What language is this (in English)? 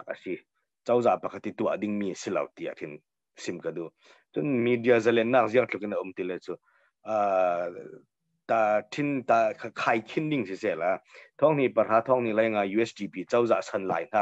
Hakha Chin